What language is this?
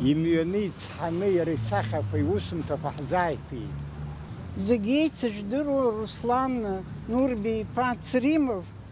Abkhazian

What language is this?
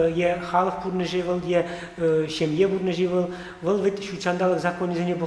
Chuvash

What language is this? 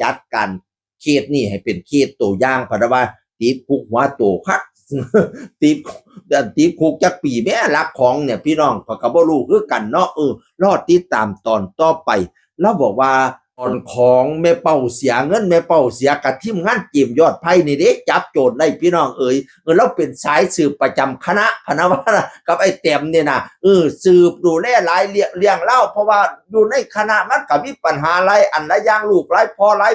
Northeastern Thai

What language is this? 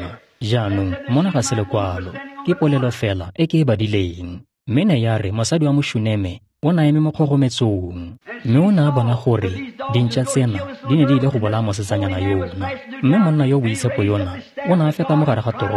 Tswana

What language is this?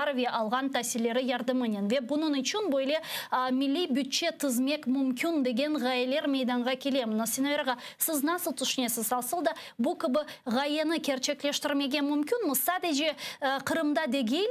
Crimean Tatar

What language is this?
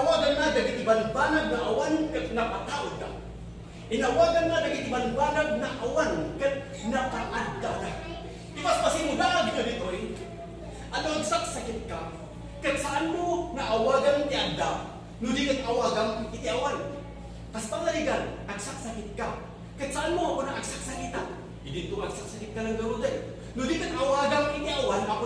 Iloko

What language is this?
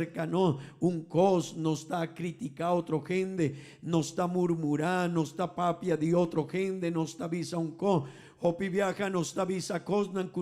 Papiamento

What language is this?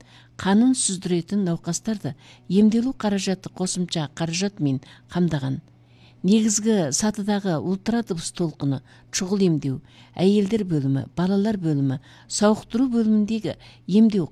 Kazakh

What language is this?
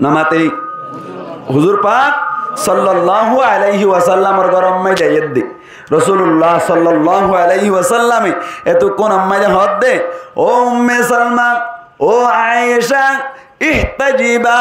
Rohingya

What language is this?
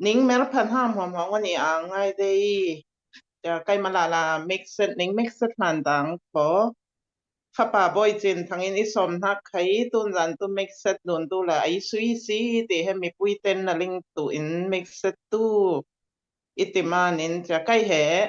Falam Chin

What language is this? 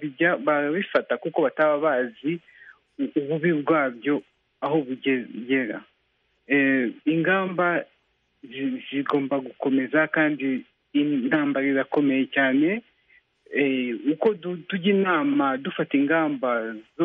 Kinyarwanda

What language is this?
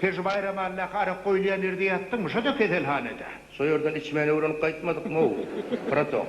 Turkmen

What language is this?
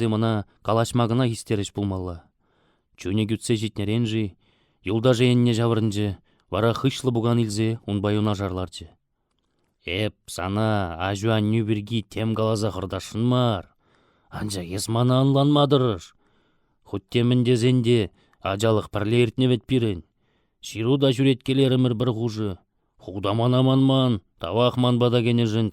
Chuvash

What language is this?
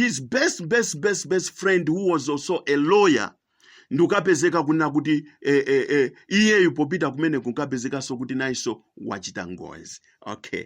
Nyanja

